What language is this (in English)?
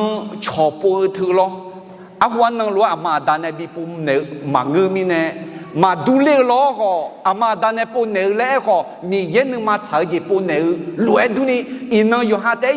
Akha